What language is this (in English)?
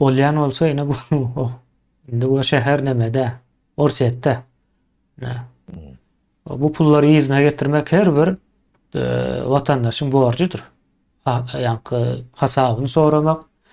Turkmen